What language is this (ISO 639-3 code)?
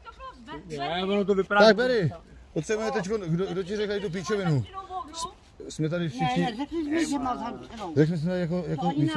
ces